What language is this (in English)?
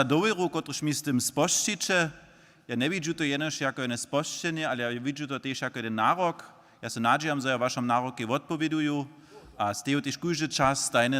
Upper Sorbian